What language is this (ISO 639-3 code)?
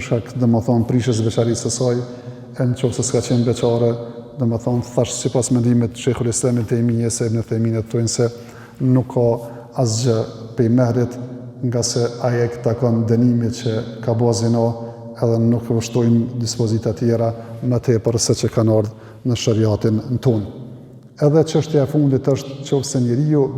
sqi